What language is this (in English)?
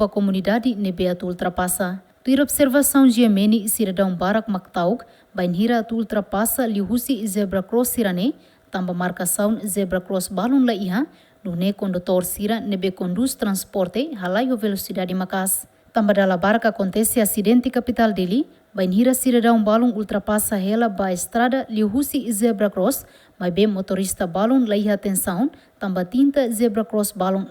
Tetum